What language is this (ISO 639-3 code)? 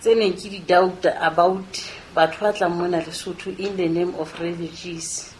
sot